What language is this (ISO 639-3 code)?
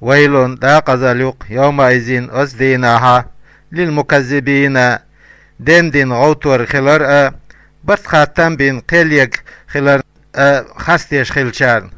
che